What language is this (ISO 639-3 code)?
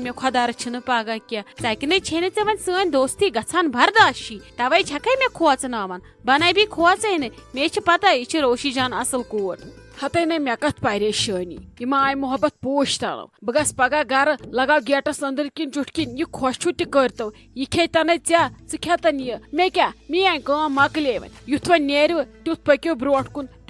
kas